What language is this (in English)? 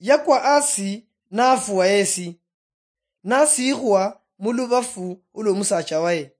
Luyia